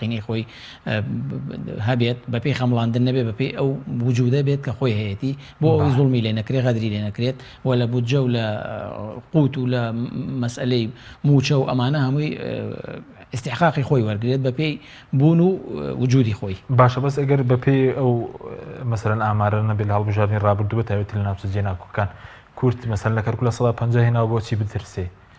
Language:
Central Kurdish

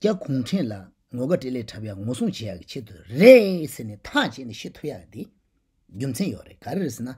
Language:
Tibetan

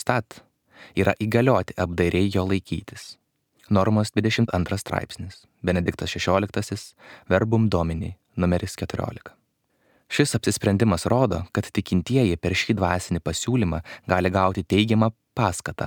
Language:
Lithuanian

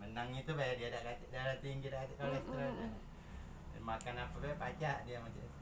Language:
Musi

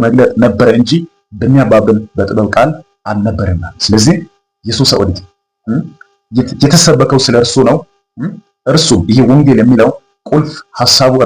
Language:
Amharic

